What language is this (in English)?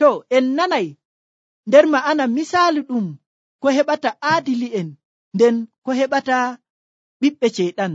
Nigerian Fulfulde